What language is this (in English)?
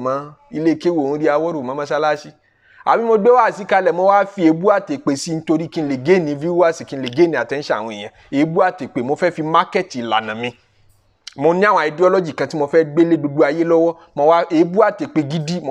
Yoruba